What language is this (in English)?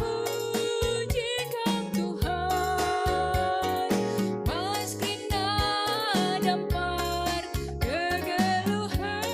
Batak Karo